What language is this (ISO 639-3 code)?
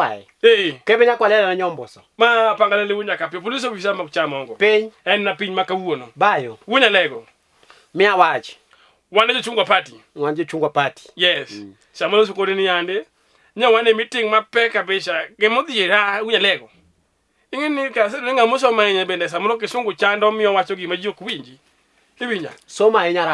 luo